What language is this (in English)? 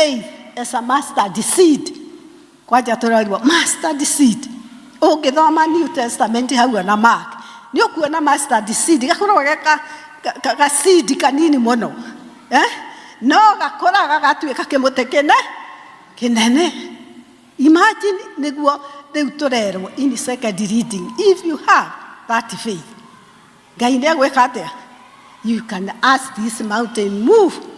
Kikuyu